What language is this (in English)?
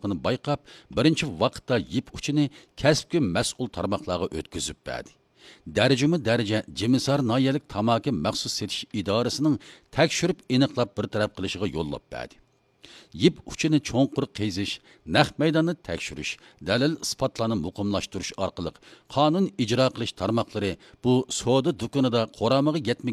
Uyghur